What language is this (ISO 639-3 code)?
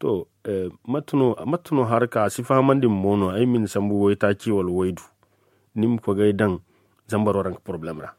dje